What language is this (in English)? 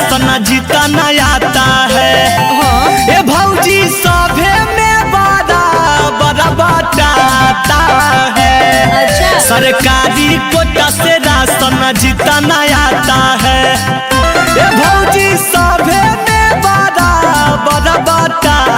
Magahi